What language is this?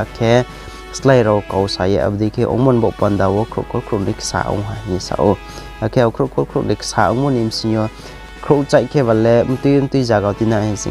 Riang (India)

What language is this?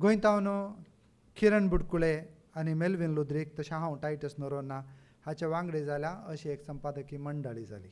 Konkani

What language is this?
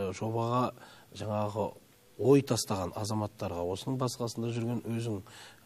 Kazakh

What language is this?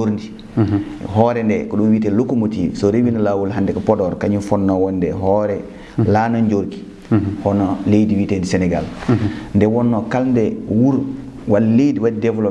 Fula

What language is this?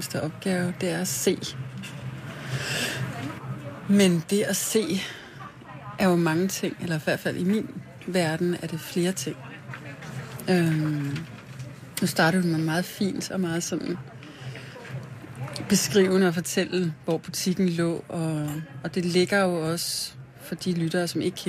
Danish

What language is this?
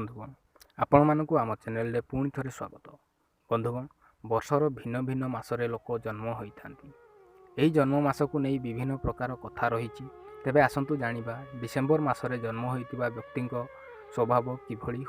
Odia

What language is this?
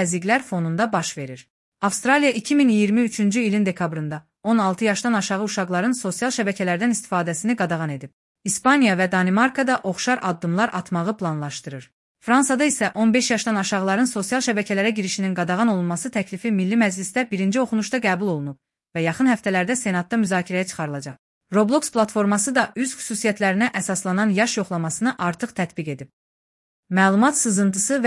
Azerbaijani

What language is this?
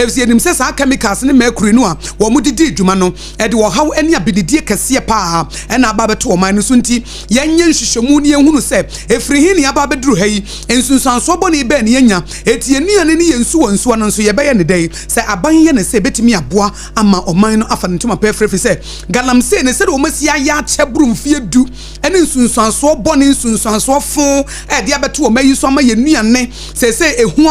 Akan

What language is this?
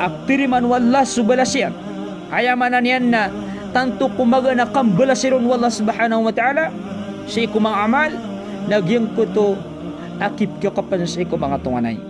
Maranao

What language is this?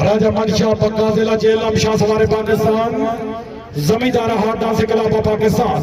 Pahari-Potwari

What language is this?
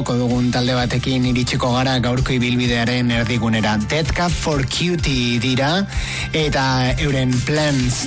Basque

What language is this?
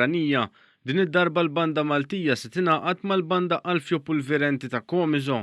Maltese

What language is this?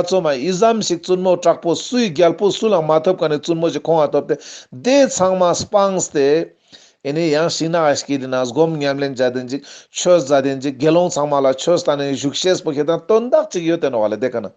Ladakhi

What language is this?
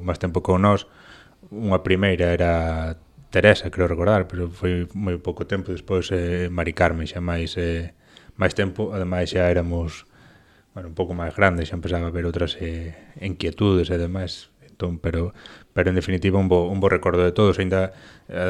Galician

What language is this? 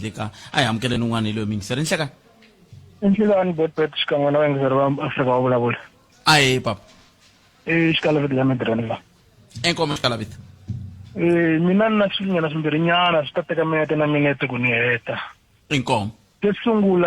Tsonga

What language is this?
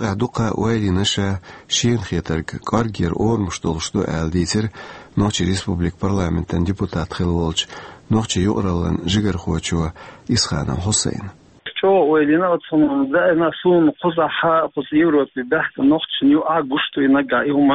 Chechen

